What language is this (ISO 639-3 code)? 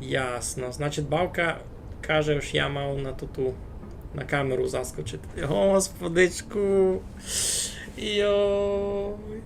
rue